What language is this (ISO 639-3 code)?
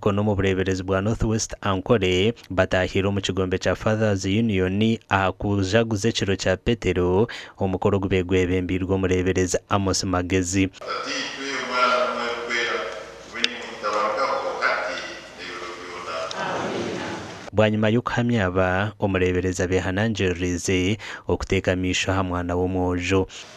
nyn